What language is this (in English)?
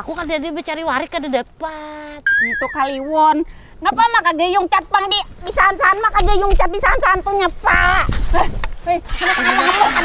Banjar